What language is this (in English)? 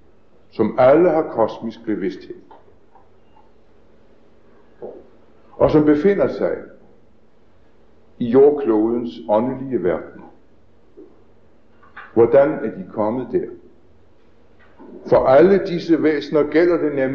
Danish